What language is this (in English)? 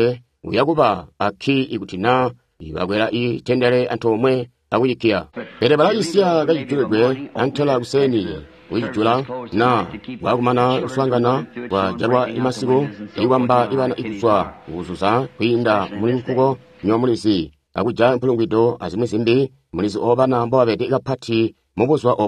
Tonga (Zambia)